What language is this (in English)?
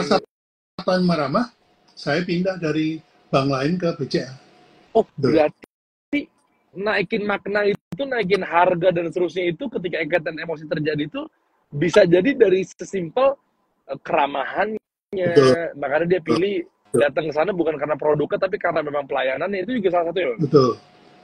Indonesian